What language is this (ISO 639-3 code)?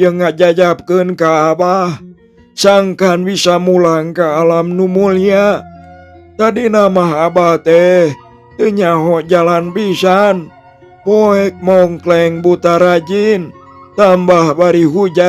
sun